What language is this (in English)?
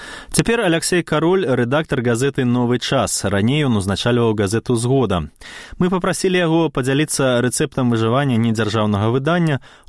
Belarusian